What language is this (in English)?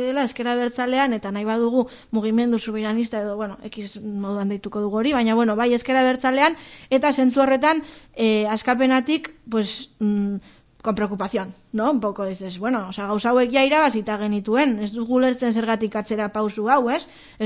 Basque